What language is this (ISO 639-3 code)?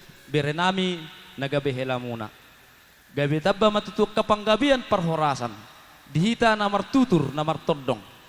bbc